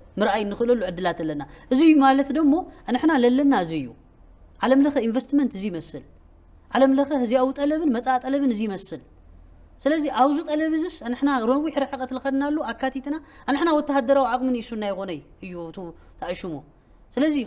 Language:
Tigrinya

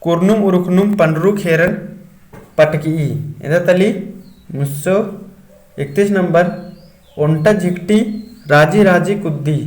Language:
Kurukh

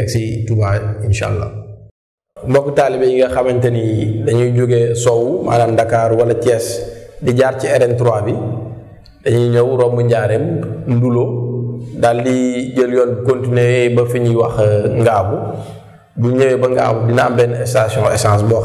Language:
Wolof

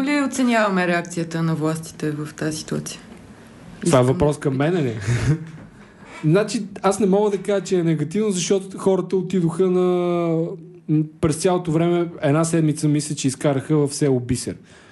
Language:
Bulgarian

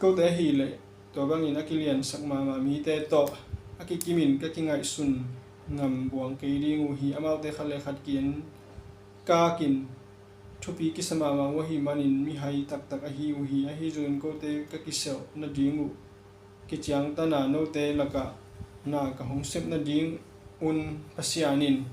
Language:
Tedim Chin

